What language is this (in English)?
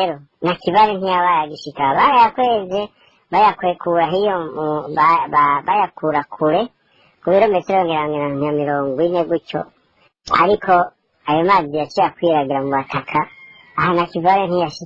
Rundi